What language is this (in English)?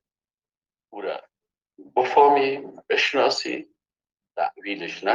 Persian